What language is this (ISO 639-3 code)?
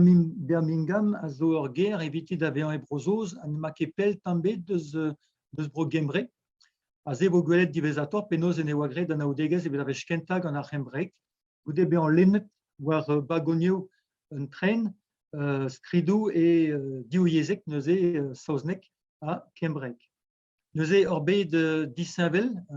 bre